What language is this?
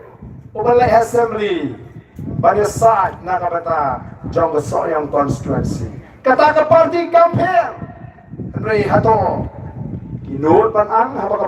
Khasi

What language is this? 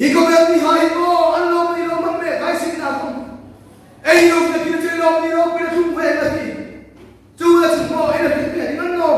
Hmar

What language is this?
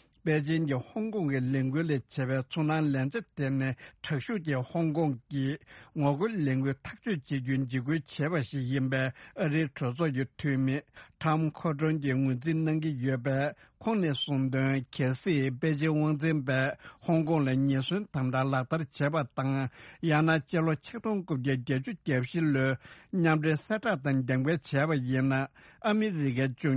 Tibetan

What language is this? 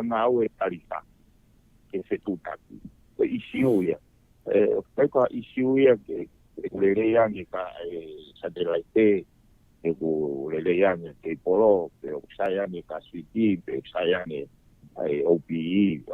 Tongan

